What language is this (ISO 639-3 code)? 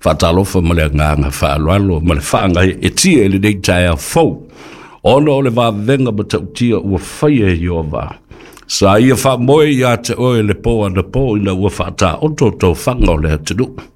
smo